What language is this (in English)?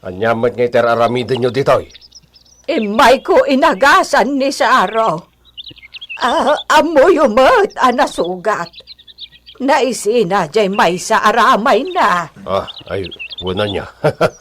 Iloko